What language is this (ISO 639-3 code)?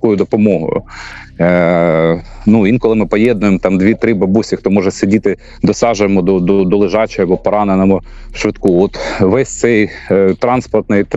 ukr